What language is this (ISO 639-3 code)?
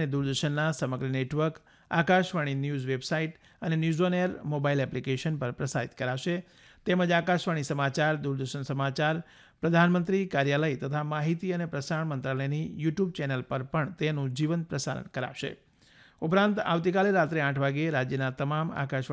guj